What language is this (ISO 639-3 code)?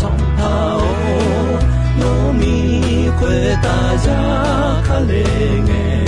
ahk